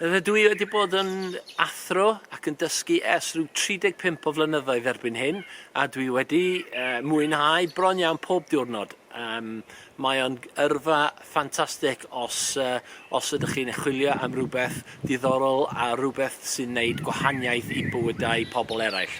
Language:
Welsh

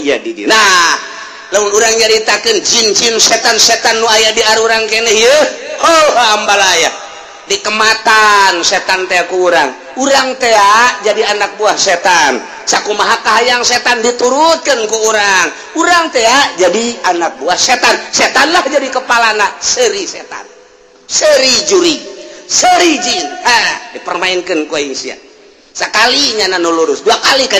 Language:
Sundanese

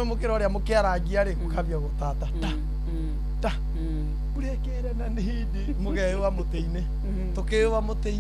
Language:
Kikuyu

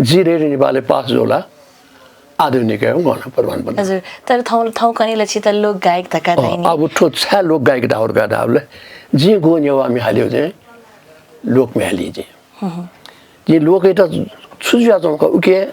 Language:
Newari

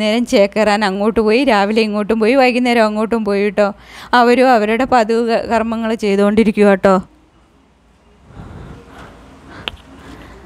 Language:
Malayalam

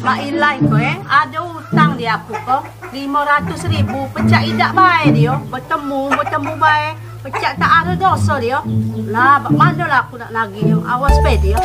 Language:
Musi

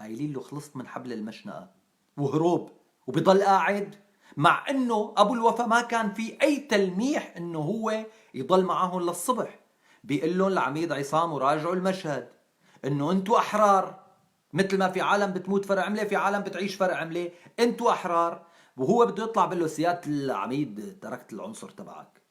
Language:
North Levantine Arabic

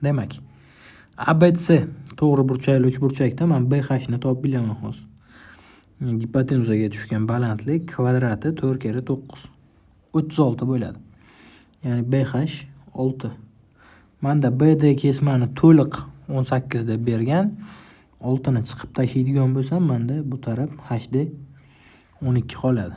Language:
Uzbek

